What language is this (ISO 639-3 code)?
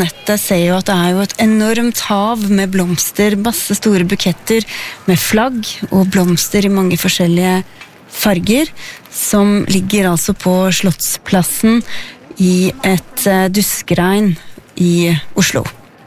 nor